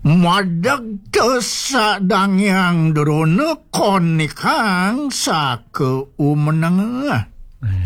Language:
Balinese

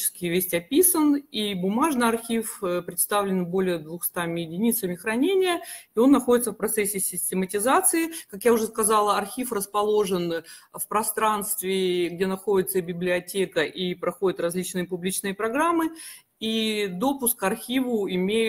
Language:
Russian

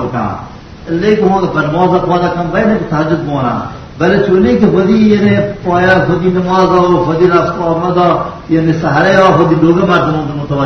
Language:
Baluchi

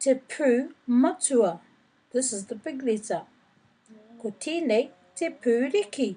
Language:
Māori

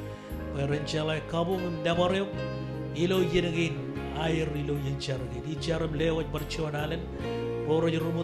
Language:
Marshallese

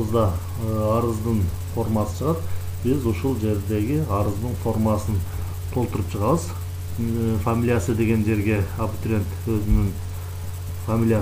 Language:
Kyrgyz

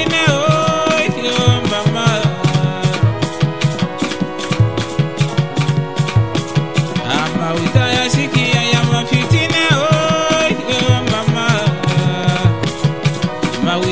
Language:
Swahili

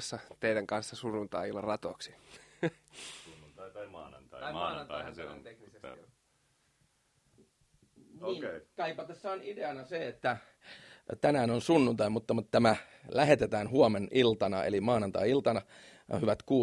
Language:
Finnish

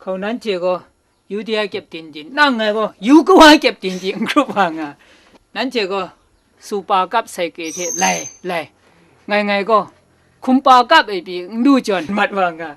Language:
Kachin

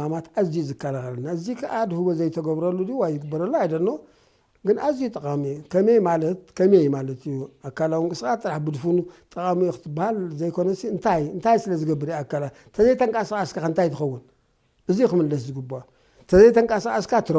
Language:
Tigrinya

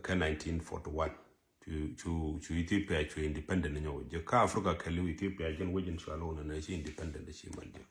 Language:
Nuer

